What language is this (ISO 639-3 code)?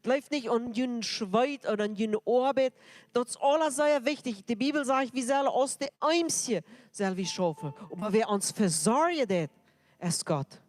pdt